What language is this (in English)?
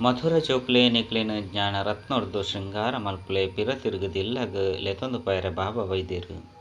Tulu